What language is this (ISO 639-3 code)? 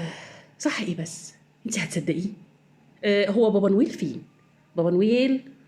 arz